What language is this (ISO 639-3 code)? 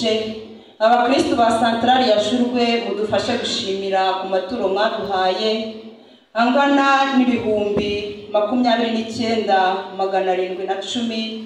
kin